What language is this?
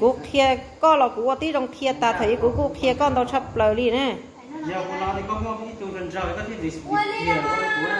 Hmong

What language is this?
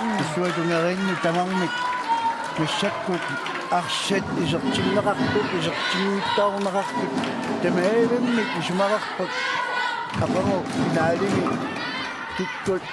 Kalaallisut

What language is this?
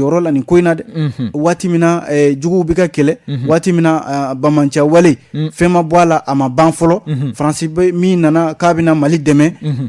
Bambara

